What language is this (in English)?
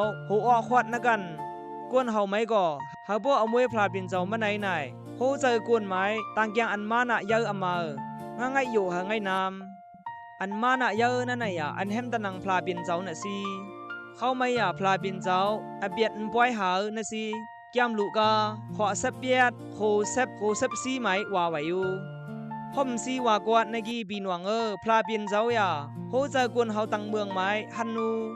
Khamti